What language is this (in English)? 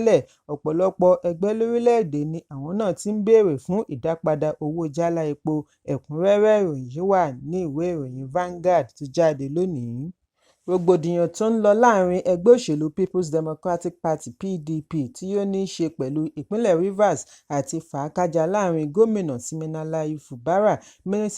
Yoruba